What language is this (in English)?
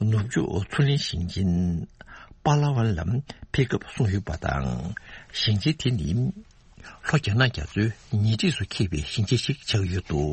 Tibetan